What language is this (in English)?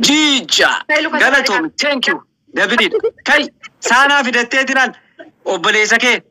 Oromo